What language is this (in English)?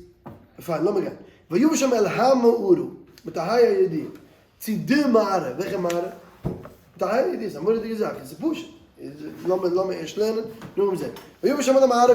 Yiddish